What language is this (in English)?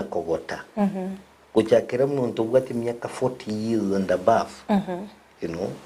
Gusii